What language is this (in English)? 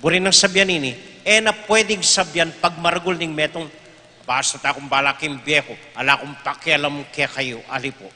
Pampanga